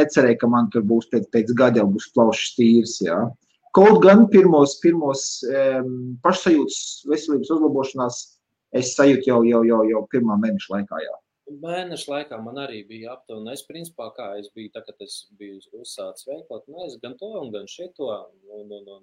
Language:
Latvian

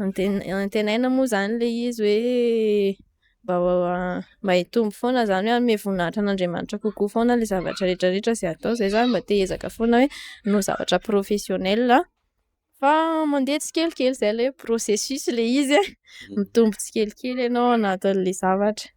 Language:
Malagasy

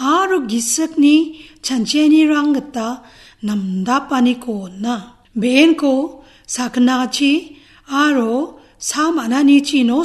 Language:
Garo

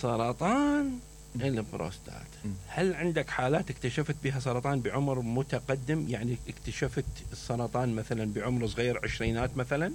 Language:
Mesopotamian Arabic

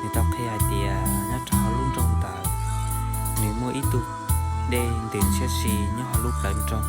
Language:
Hmong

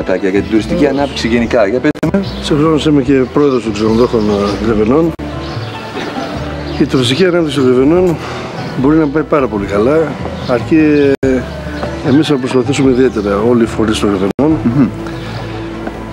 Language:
Greek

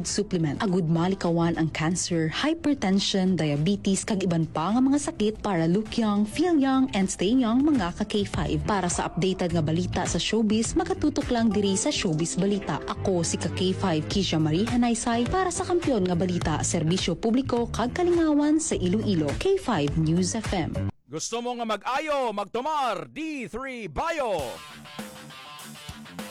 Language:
Hiligaynon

